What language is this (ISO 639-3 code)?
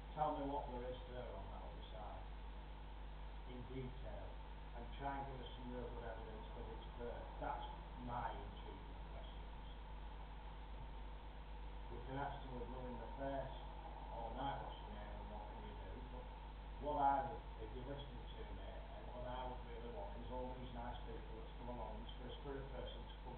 eng